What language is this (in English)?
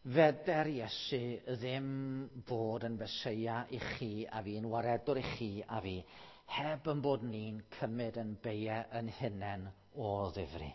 Welsh